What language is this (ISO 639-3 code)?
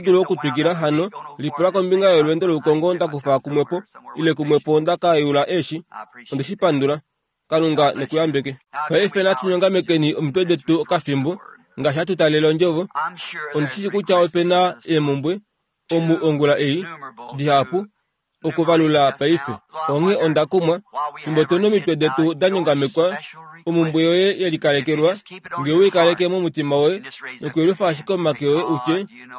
kua